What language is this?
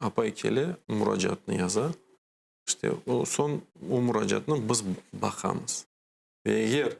Crimean Tatar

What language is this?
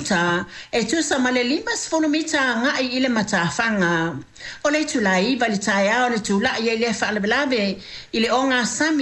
Samoan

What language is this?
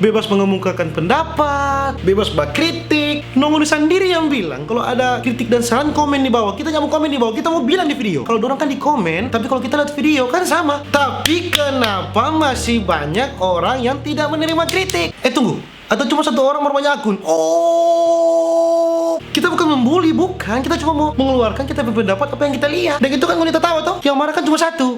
Manado Malay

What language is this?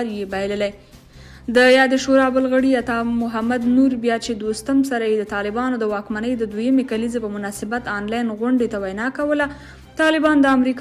Pashto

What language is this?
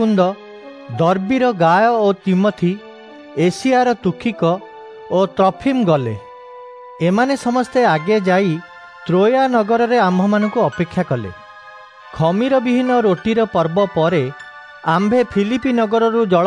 Odia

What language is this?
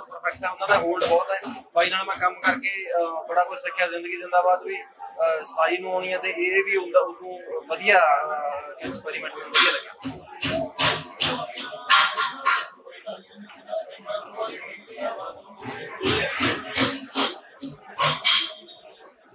Punjabi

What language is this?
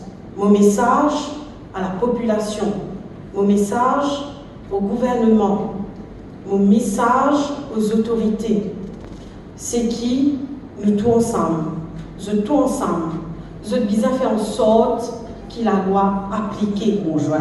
Morisyen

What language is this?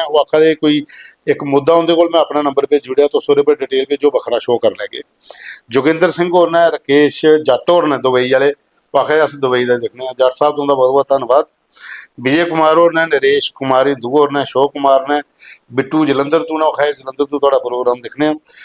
Dogri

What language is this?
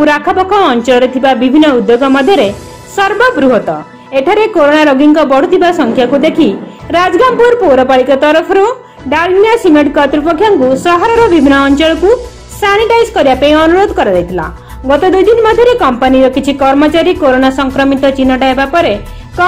Odia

